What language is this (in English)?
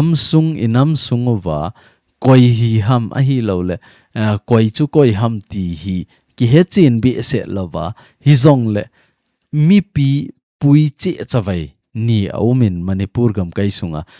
Thado Chin